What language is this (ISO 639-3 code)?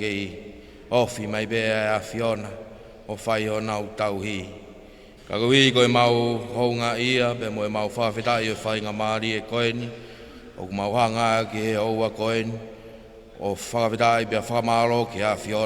ton